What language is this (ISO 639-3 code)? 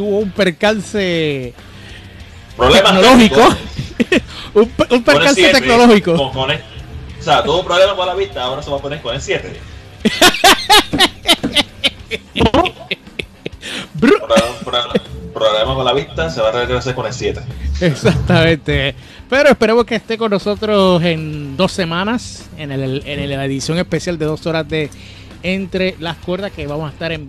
spa